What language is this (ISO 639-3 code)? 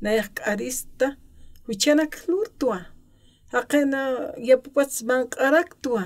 aym